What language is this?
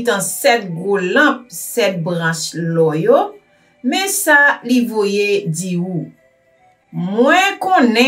Haitian Creole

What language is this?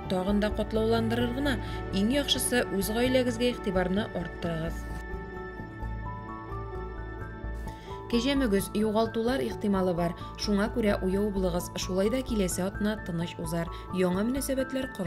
Tatar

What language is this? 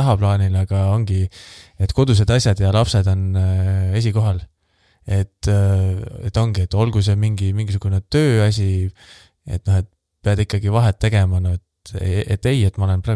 Estonian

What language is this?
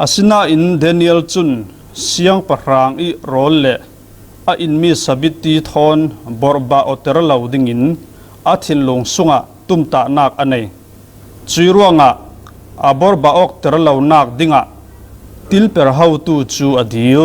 Falam Chin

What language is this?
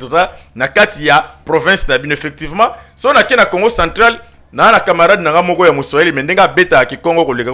Lingala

